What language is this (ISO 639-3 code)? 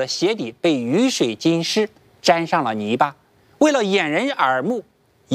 zho